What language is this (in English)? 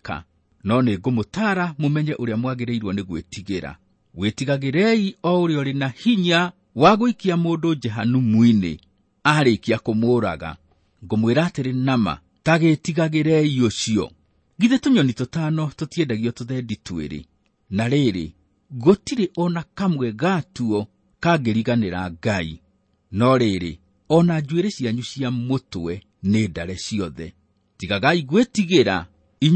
Kikuyu